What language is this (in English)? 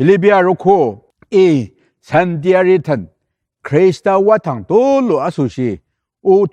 Ao Naga